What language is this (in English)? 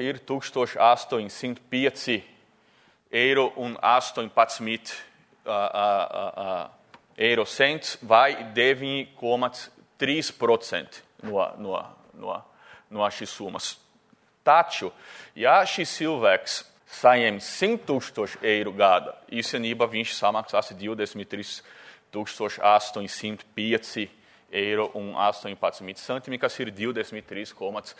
Latvian